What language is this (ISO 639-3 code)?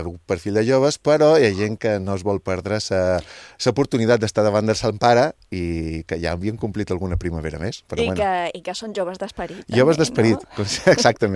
cat